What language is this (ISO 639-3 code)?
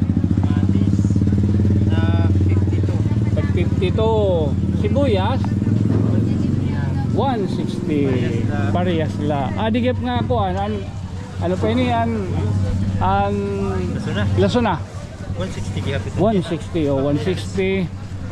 war